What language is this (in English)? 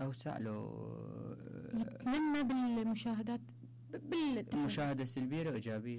Mesopotamian Arabic